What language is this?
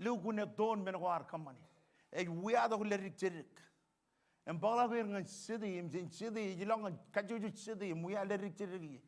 Marshallese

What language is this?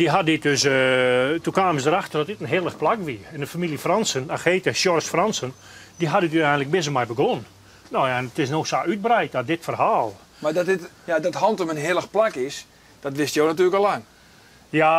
Western Frisian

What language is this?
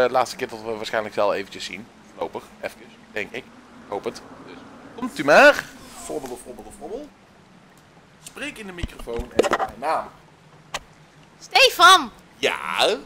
Dutch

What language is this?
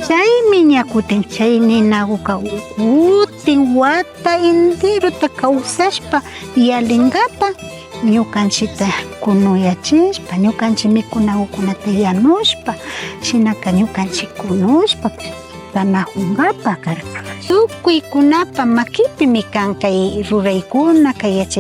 Imbabura Highland Quichua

